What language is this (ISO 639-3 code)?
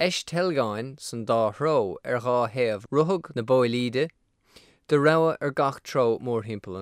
gle